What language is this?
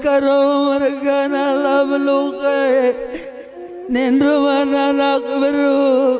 Batak Karo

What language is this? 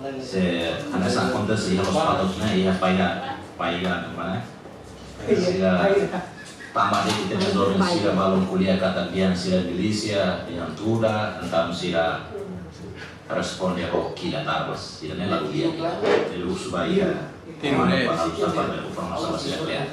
Tetum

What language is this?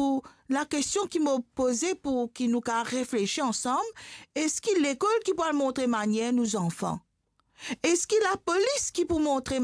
Morisyen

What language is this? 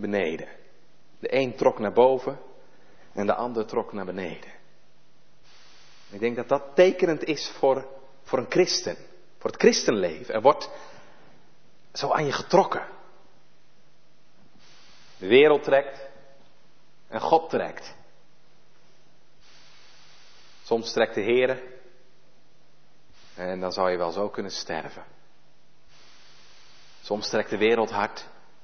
Dutch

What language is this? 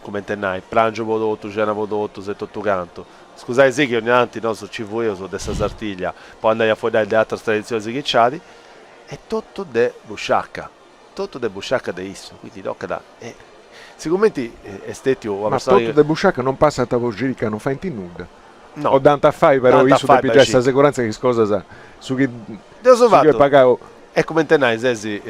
Sardinian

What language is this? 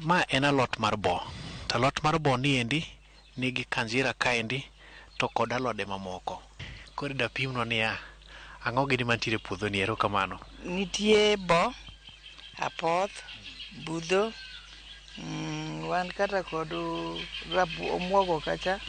Luo (Kenya and Tanzania)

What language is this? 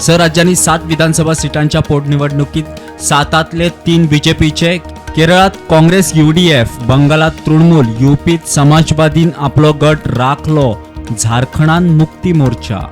Konkani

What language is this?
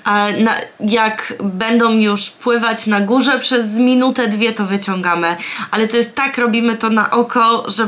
Polish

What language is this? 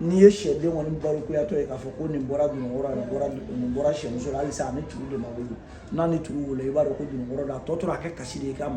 Bambara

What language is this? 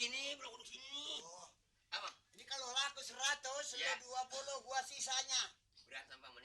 Betawi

